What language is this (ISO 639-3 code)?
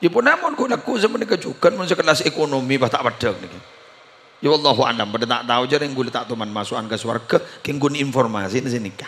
mad